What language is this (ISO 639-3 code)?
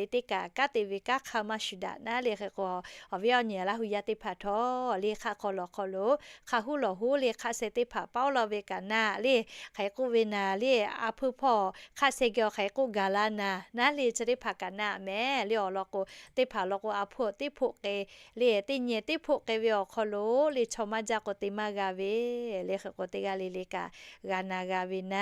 lhu